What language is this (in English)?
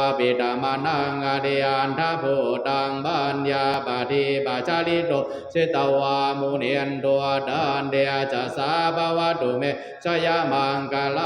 Pali